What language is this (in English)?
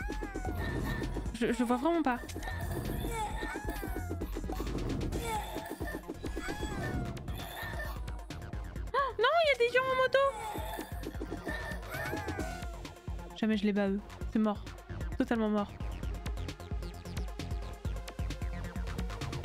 French